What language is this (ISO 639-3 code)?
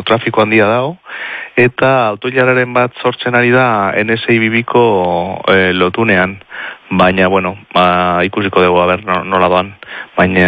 eus